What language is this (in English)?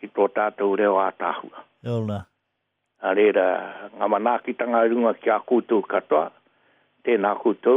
Māori